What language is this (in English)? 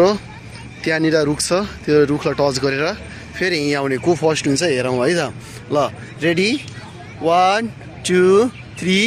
Nepali